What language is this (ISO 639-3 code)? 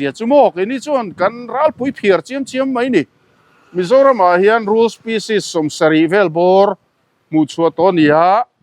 lus